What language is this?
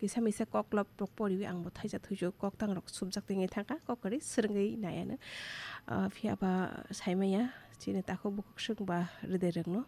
Kok Borok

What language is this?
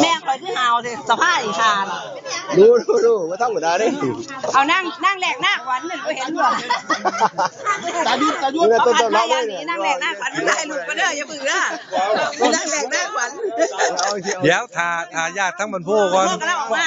Lao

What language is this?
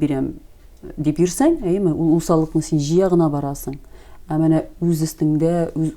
Tatar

